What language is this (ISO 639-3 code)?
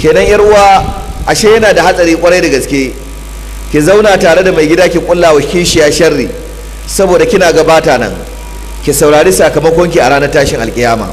hau